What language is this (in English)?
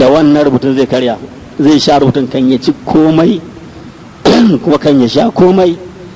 Hausa